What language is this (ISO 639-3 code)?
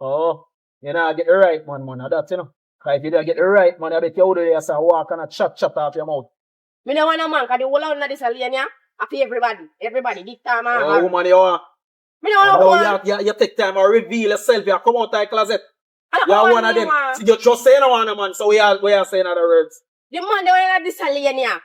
jam